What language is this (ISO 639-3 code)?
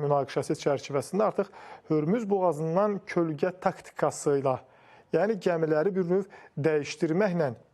aze